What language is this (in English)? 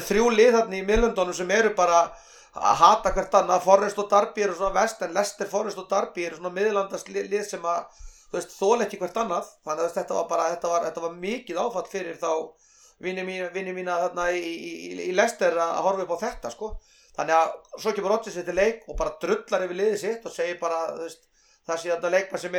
Icelandic